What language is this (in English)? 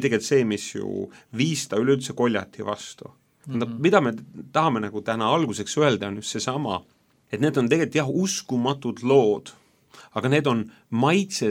Estonian